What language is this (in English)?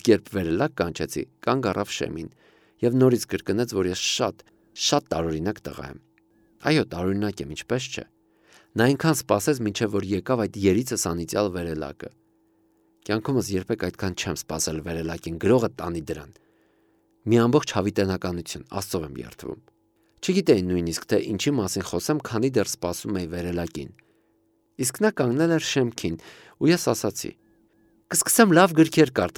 Armenian